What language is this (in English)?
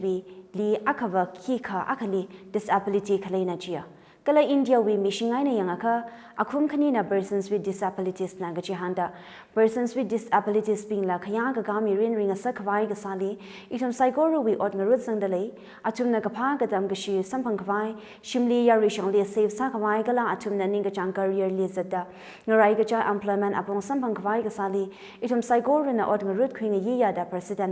Tangkhul Naga (India)